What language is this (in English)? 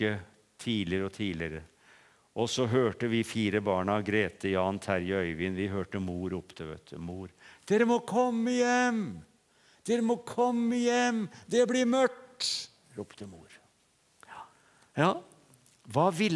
Norwegian